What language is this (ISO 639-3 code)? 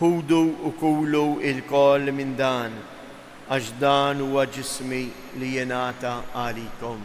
mlt